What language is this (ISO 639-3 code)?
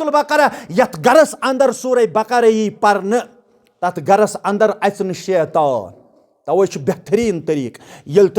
kas